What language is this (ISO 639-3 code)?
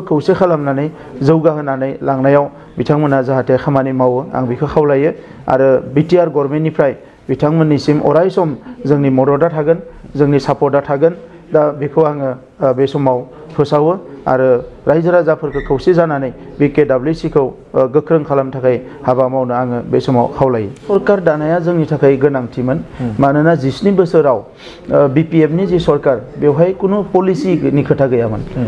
brx